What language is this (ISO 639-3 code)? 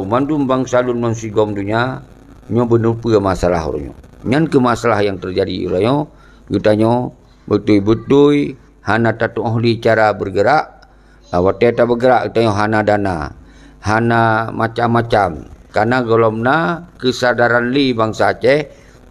ace